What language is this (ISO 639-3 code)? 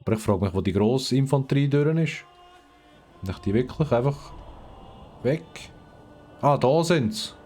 gsw